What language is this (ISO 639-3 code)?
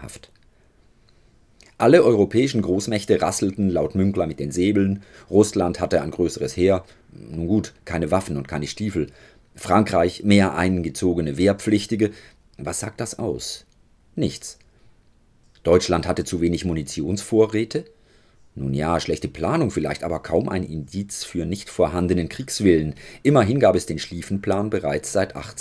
deu